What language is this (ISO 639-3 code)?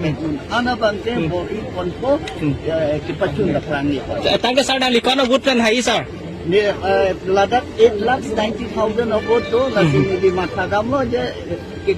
mjw